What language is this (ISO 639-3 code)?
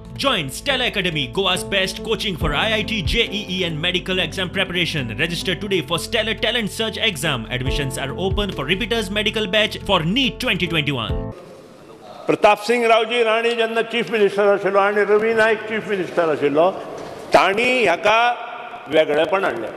kok